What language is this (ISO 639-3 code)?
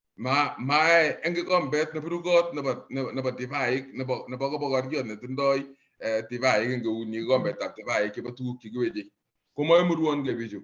kln